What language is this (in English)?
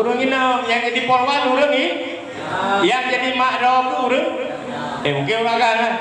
Achinese